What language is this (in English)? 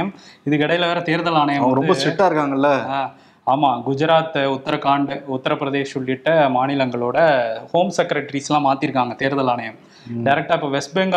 Tamil